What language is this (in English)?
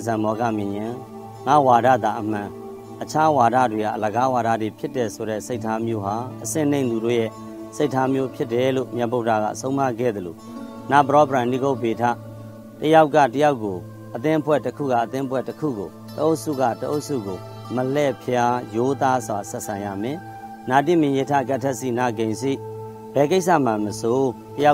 Burmese